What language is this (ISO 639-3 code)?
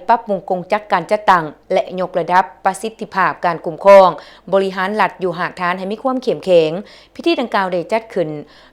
lao